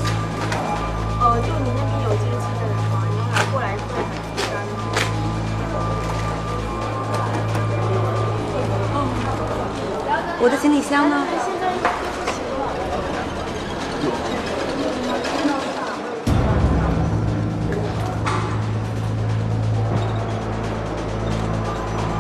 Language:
Chinese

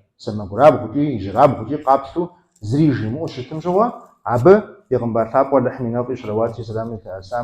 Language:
Kabardian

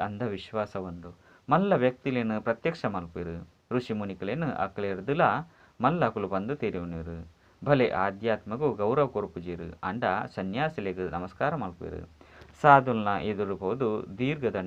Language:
Tulu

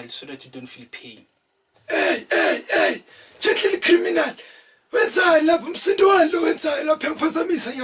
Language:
Zulu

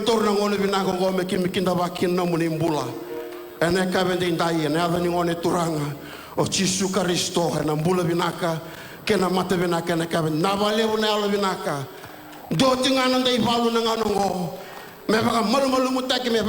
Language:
Fijian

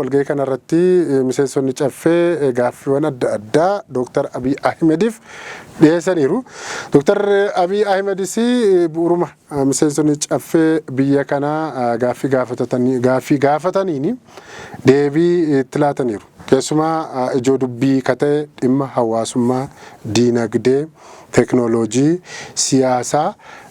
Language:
Oromo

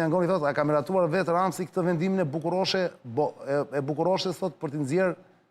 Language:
Albanian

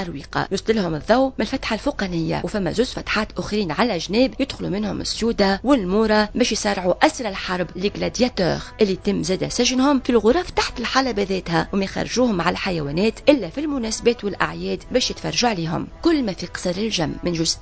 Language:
Tunisian Arabic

